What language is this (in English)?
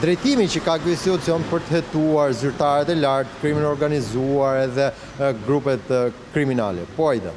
Albanian